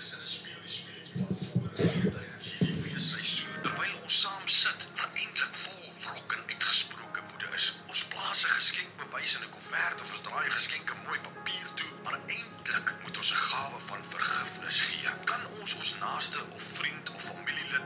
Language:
Afrikaans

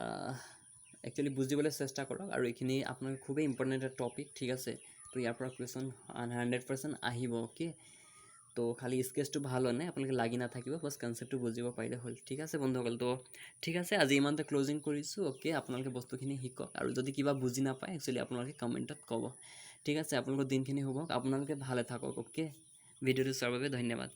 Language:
Assamese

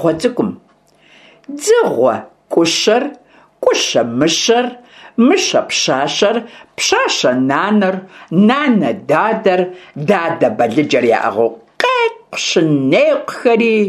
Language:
Kabardian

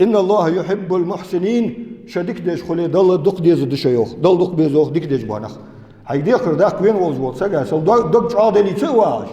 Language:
Ingush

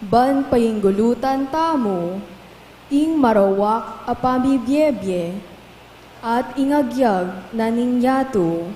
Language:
Pampanga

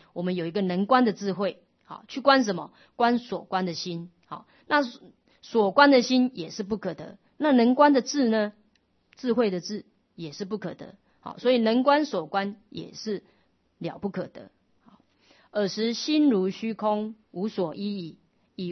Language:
Chinese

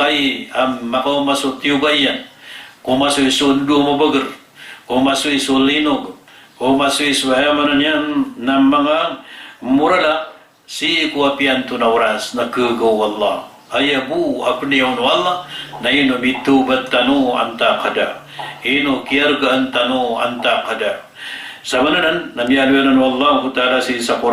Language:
Maranao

